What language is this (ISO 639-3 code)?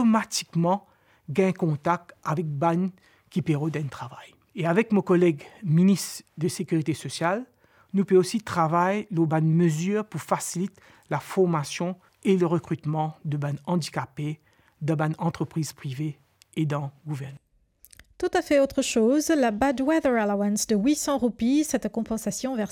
mfe